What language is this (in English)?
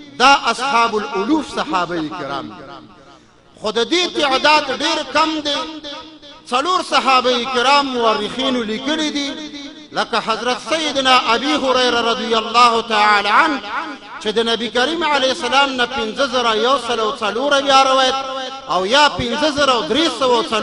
Pashto